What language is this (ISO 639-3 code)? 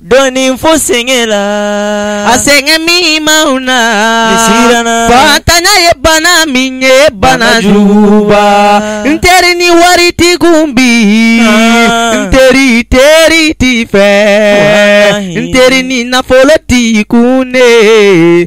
bam